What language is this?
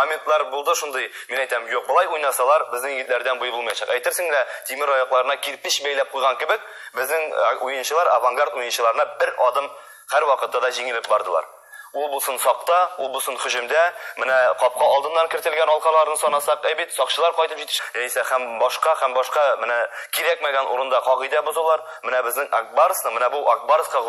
Tatar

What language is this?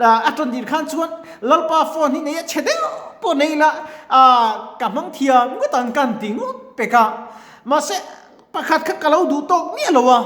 Mizo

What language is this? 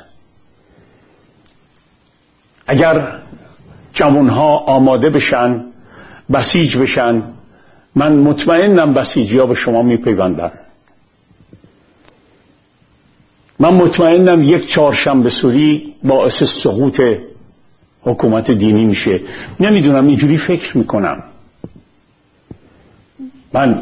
Persian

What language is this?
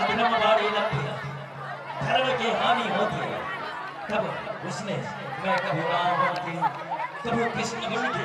Chhattisgarhi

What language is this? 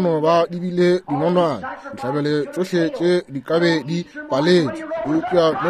Northern Sotho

